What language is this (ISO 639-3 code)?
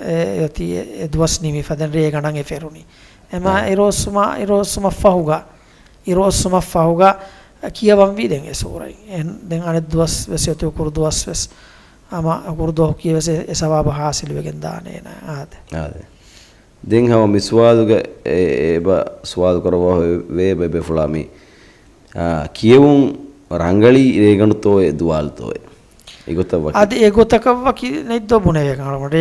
div